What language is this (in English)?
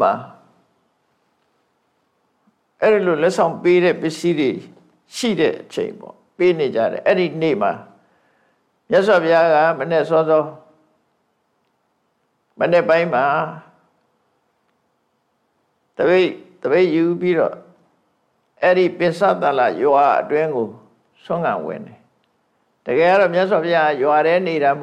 Burmese